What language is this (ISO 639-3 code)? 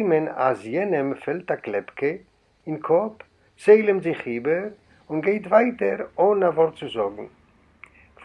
yid